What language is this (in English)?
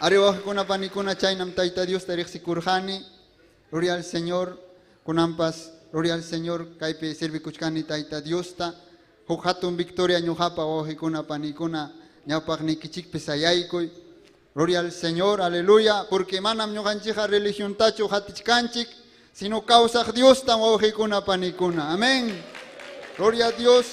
Ayacucho Quechua